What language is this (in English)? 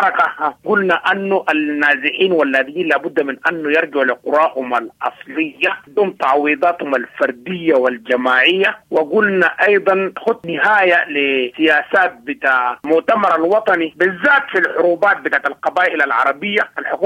Sudanese Arabic